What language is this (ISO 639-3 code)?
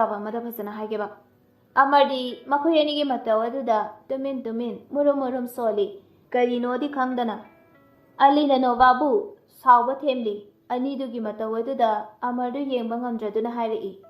mni